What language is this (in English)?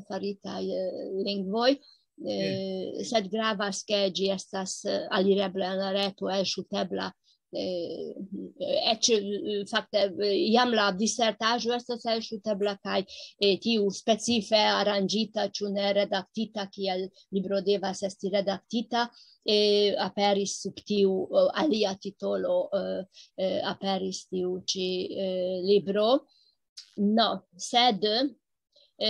Esperanto